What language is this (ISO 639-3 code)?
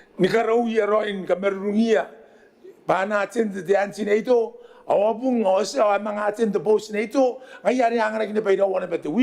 gil